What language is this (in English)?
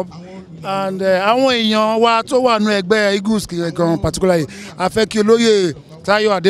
Yoruba